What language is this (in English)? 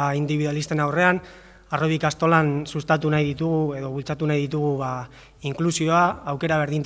Basque